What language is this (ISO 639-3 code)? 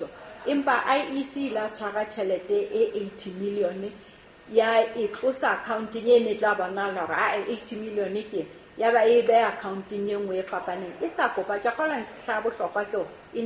sot